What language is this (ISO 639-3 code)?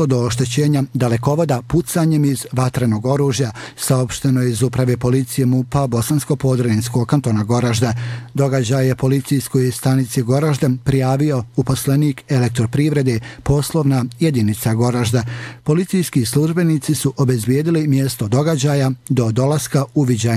bos